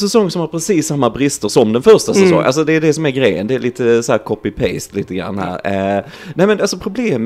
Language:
Swedish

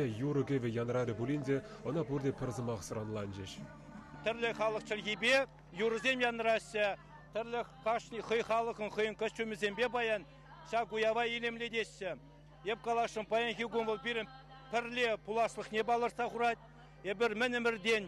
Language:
Chuvash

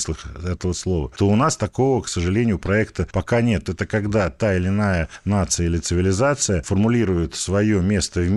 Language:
Russian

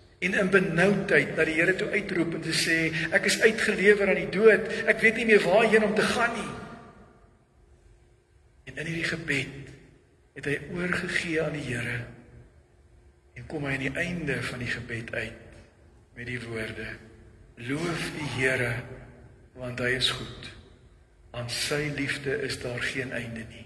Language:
Afrikaans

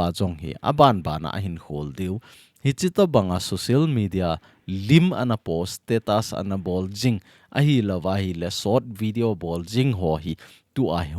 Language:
Thado Chin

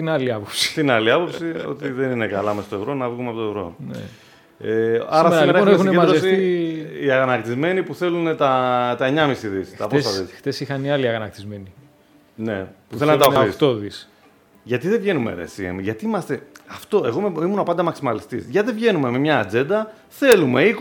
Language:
Greek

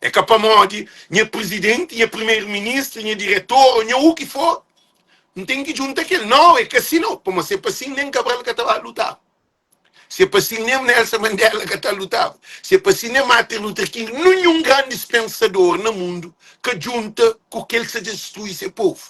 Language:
Kabuverdianu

